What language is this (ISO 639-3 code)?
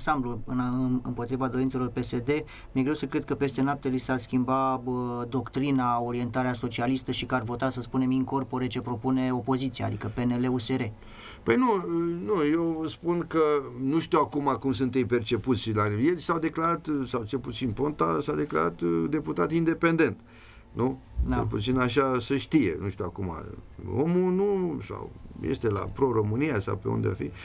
ron